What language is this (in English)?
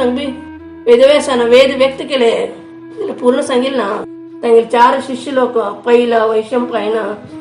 Konkani